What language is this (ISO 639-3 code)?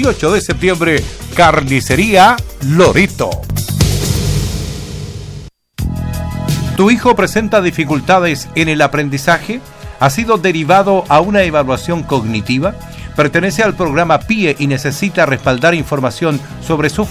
spa